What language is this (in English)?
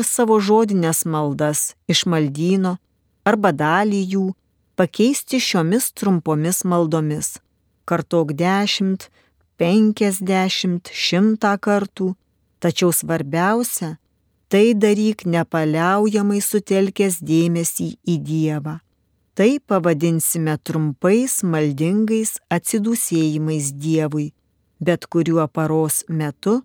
Lithuanian